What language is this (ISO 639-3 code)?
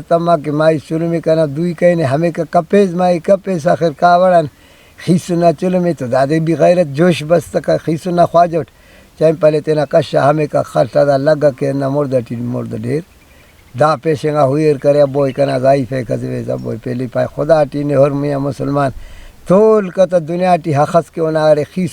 brh